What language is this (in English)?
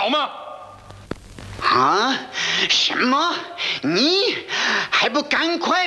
Chinese